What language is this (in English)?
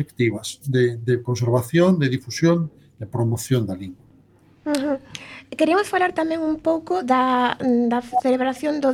Galician